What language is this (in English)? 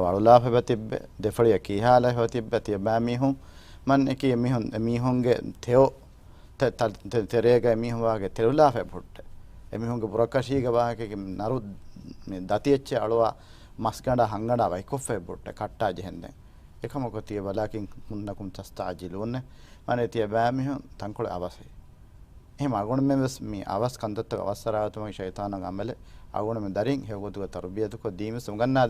Divehi